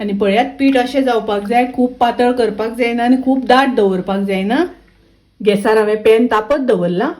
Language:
Konkani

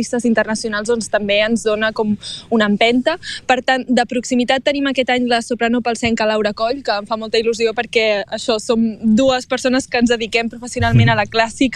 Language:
Catalan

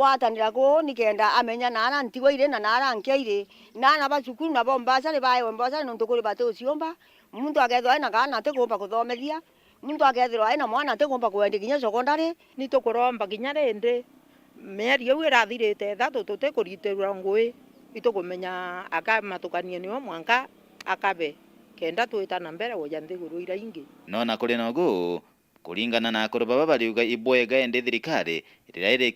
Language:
Meru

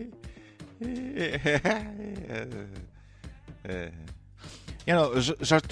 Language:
Polish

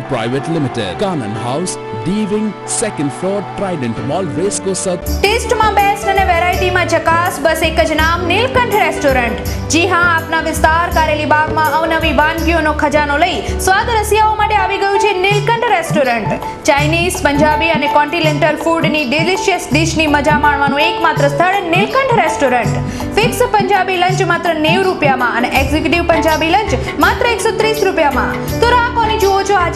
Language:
Gujarati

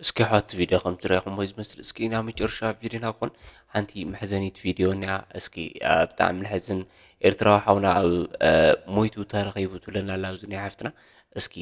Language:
Tigrinya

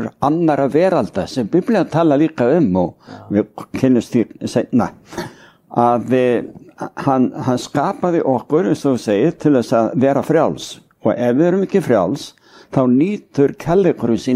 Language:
Icelandic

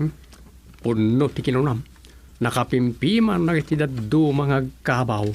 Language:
Iloko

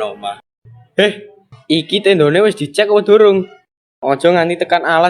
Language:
Javanese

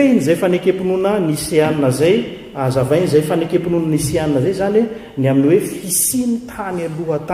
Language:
Malagasy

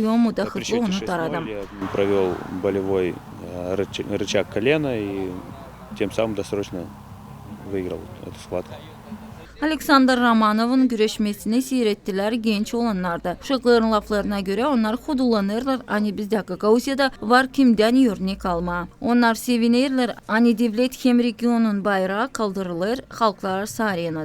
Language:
Gagauz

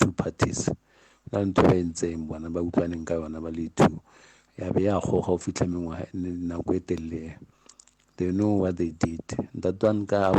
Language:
Northern Sotho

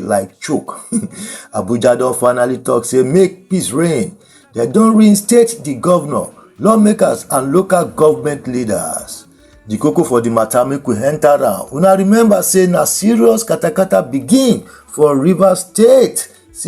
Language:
Nigerian Pidgin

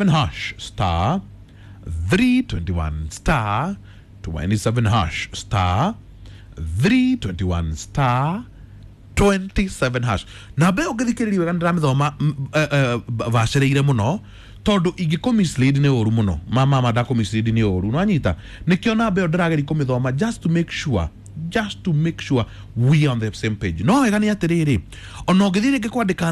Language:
Kikuyu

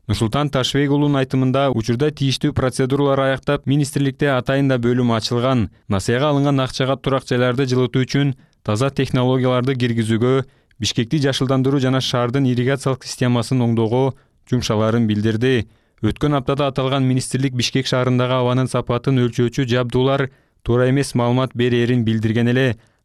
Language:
Kyrgyz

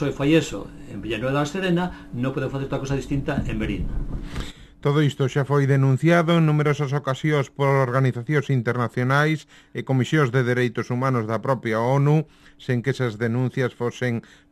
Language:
Galician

